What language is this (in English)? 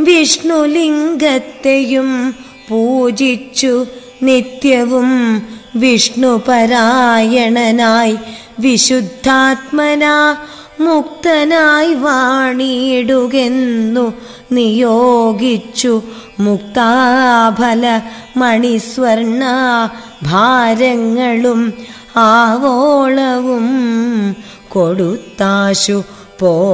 Malayalam